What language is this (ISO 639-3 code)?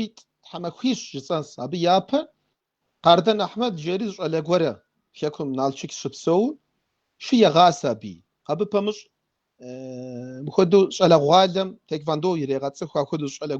kbd